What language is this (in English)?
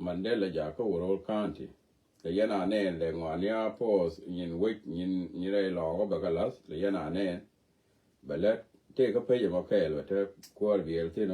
Nuer